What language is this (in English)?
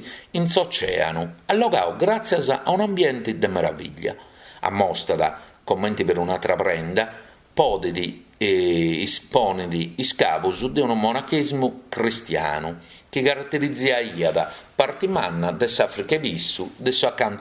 Sardinian